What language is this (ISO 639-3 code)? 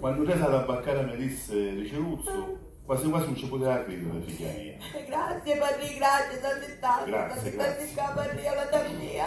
scn